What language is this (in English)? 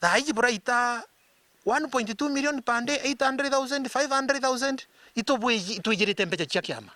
Meru